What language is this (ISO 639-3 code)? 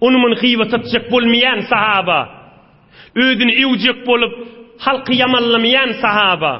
tuk